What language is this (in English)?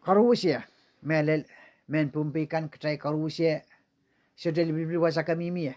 Pohnpeian